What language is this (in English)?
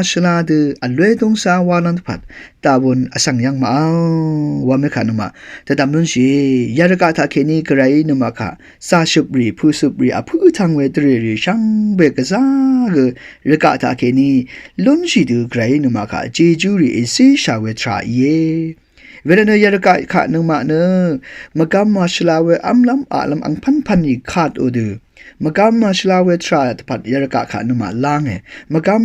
Rawang